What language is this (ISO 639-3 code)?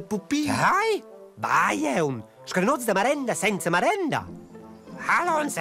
roh